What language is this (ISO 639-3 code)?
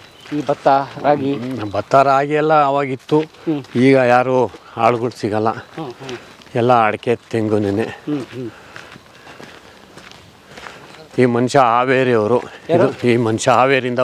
kan